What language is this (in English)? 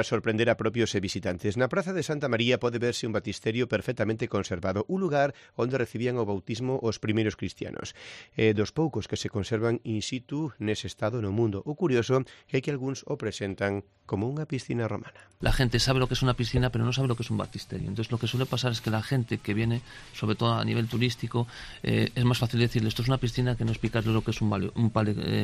Galician